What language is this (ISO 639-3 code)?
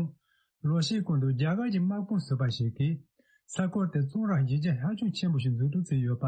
bod